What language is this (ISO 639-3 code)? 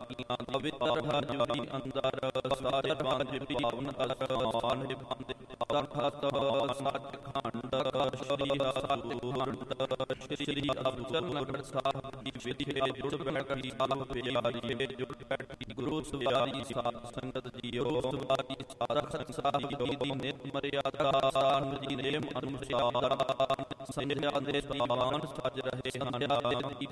pan